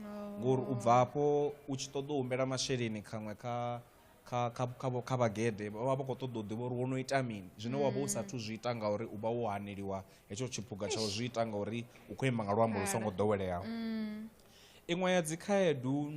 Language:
Venda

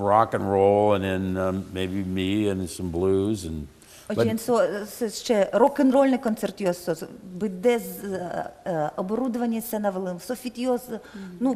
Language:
Udmurt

